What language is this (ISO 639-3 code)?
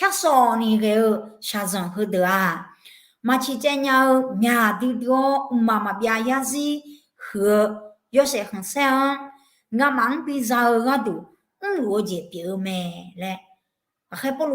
ahk